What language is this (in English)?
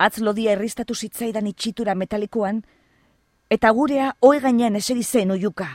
Basque